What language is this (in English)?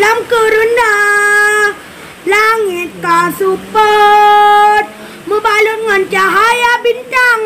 Achinese